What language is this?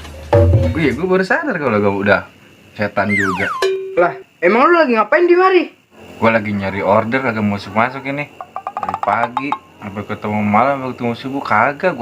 Betawi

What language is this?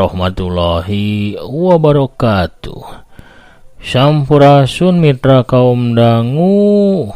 Sundanese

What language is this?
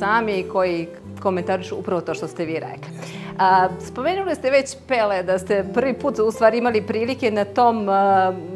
Serbian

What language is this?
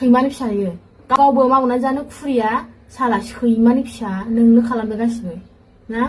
Bodo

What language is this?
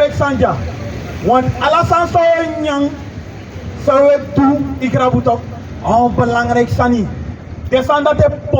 Sranan Tongo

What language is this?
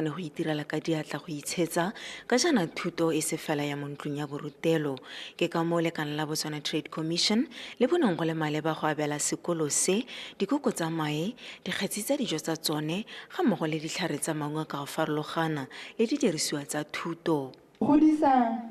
Tswana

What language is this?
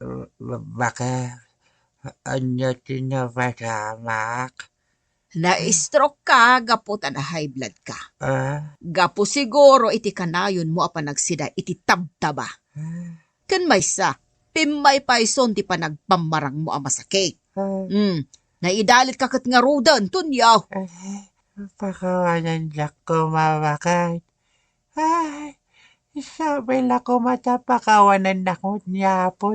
Iloko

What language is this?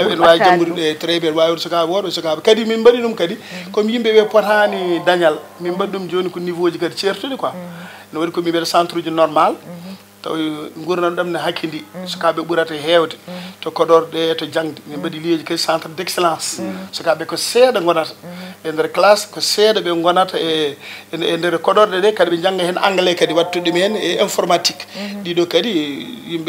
Fula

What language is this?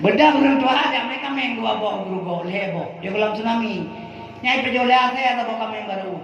Achinese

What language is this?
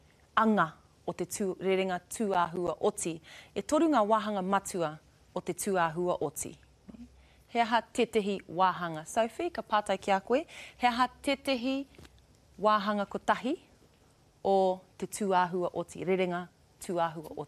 Māori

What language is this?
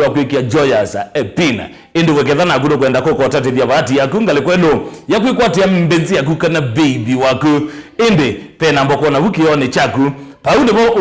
Kamba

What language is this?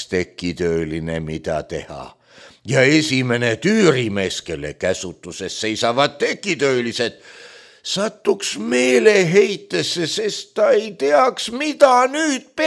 Estonian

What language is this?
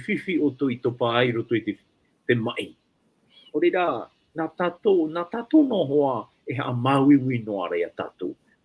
Tahitian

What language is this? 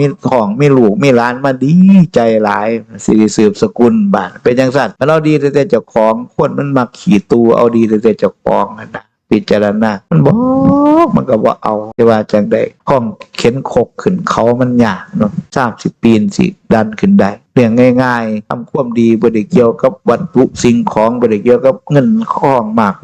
Northeastern Thai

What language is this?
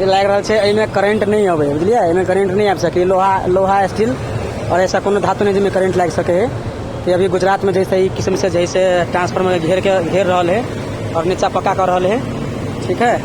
Maithili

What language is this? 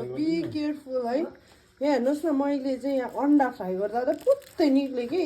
Nepali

